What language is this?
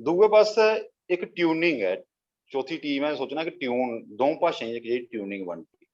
Dogri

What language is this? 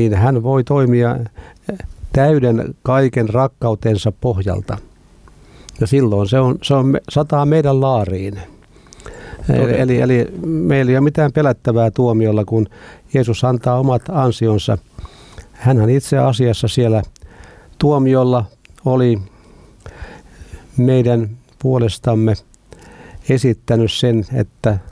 Finnish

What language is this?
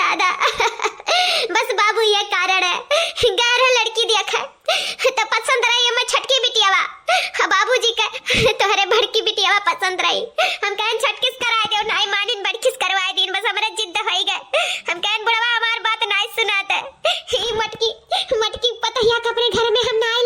Awadhi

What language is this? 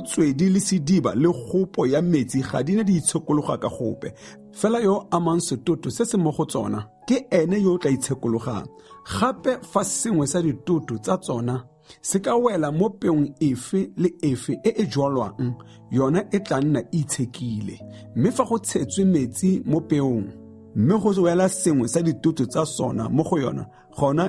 Tswana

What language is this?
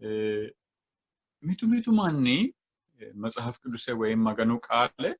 Sidamo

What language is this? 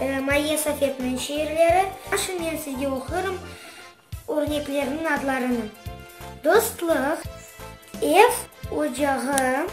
Crimean Tatar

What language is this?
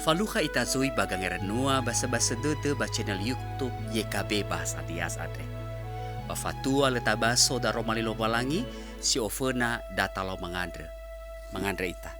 Nias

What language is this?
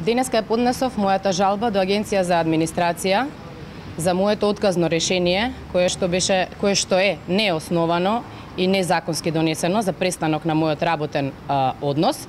Macedonian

